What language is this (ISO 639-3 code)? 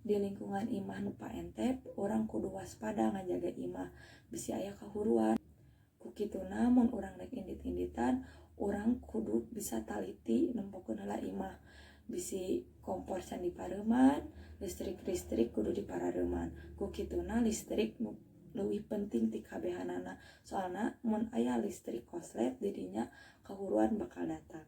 sun